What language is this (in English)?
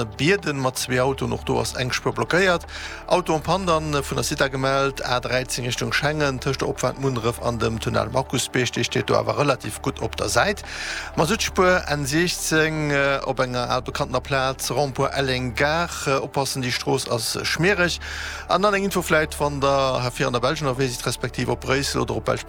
Luxembourgish